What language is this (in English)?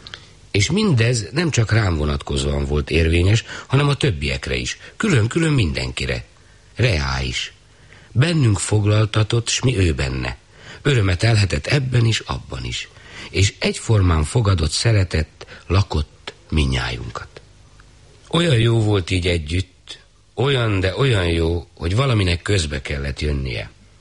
Hungarian